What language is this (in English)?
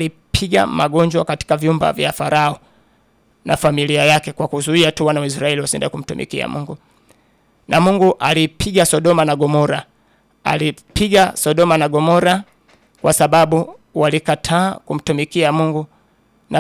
Swahili